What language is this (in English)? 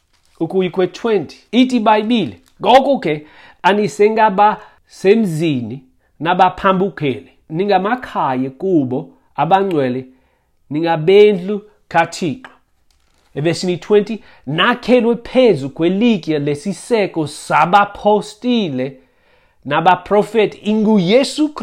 Xhosa